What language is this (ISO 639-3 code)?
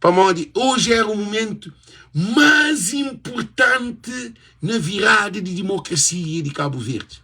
kea